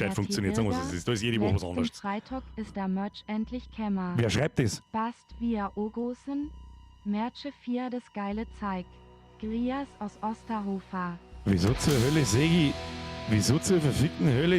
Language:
Bavarian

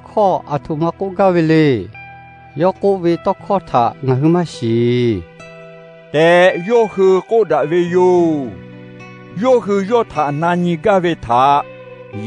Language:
Lahu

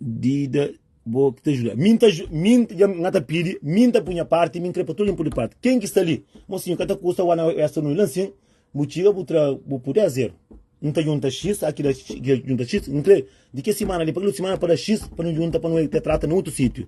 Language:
Kabuverdianu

